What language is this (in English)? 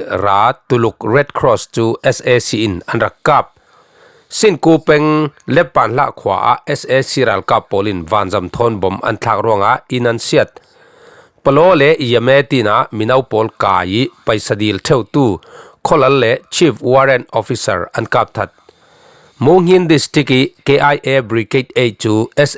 Falam Chin